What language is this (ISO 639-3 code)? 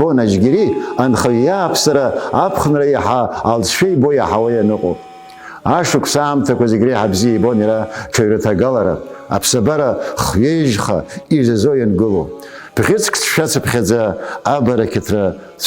abk